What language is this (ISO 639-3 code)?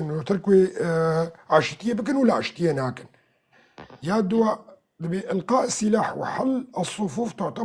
kur